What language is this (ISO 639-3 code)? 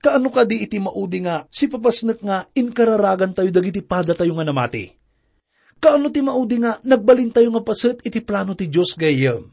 ilo